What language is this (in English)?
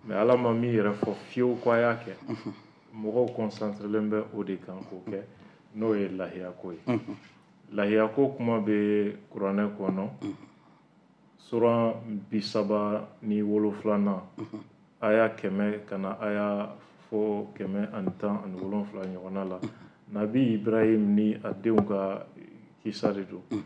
Bambara